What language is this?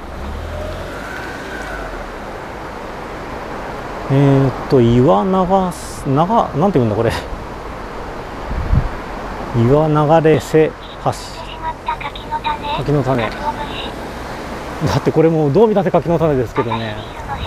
Japanese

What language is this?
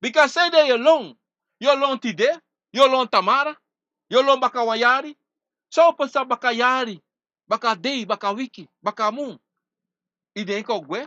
Sranan Tongo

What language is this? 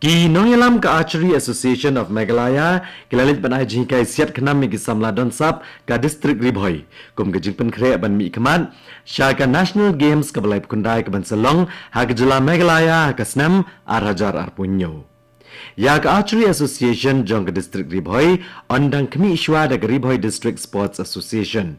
Khasi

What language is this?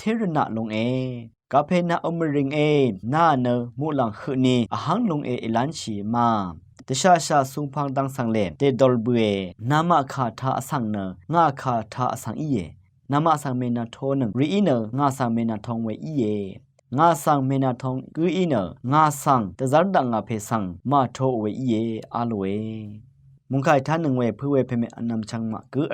Rawang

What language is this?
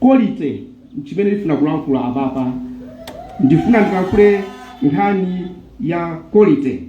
Nyanja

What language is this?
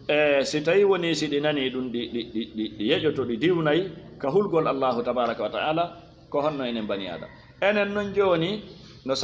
Fula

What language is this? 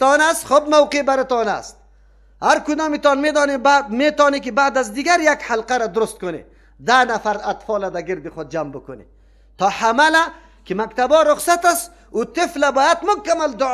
Persian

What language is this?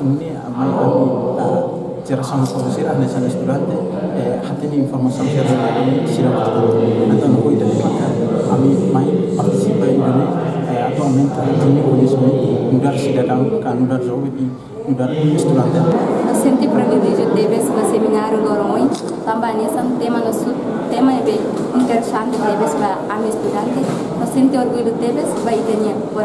Tetum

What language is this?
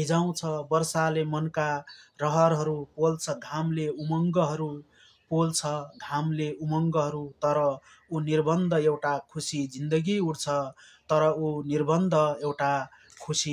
Nepali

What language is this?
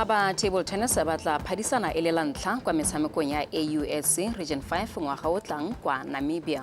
Tswana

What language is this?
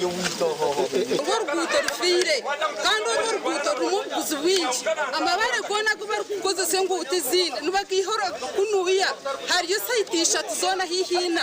Nyankole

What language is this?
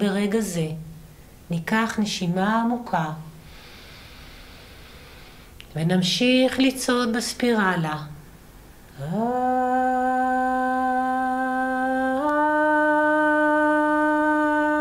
Hebrew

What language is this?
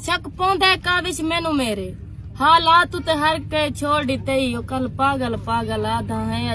Saraiki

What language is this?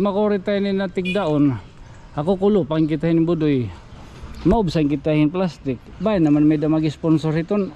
Waray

